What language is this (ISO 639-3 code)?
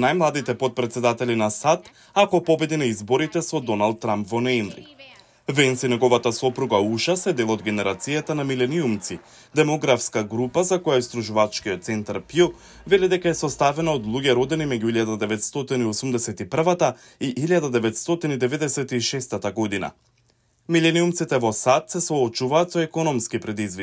mkd